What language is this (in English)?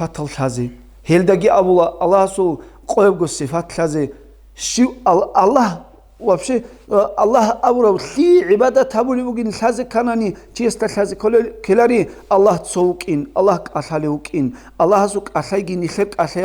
Avaric